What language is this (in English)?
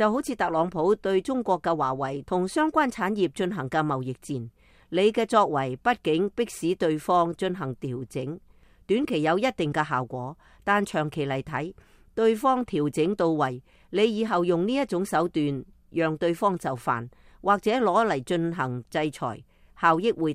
Cantonese